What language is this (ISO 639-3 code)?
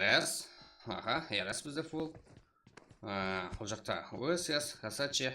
kaa